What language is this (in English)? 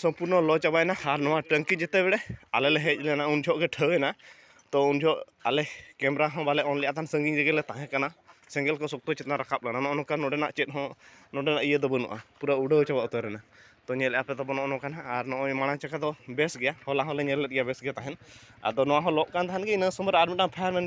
Santali